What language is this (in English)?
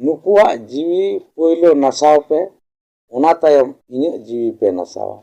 Santali